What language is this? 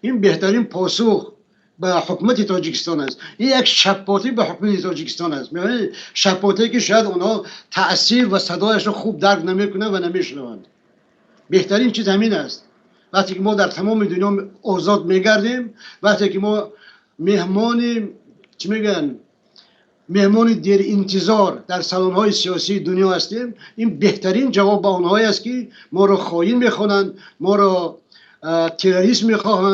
Tajik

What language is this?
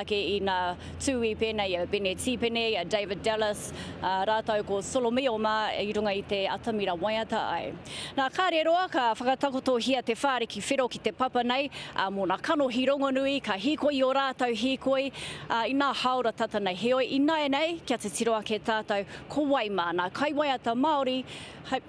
Māori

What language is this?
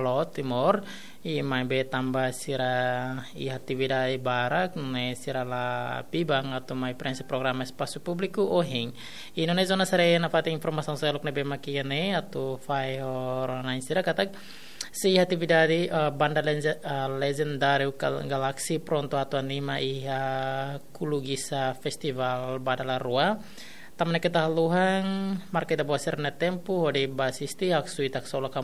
Tetum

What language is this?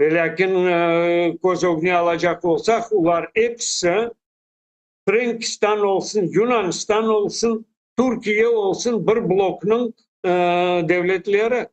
Crimean Tatar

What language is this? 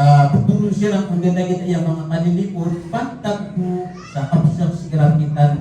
Maranao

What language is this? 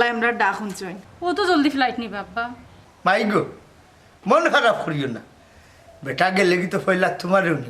Sylheti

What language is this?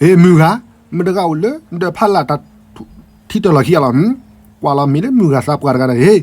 S'gaw Karen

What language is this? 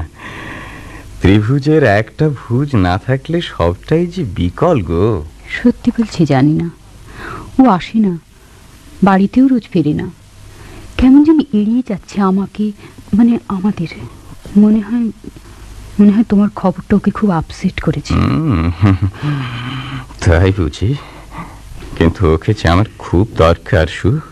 Bangla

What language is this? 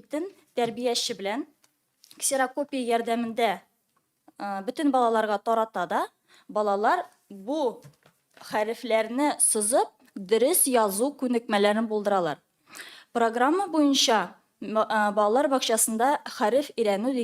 Tatar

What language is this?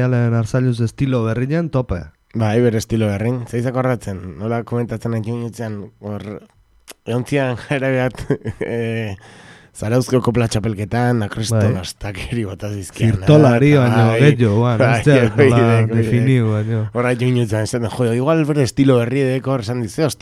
Basque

